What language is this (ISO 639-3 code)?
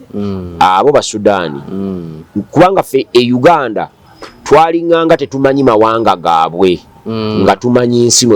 lug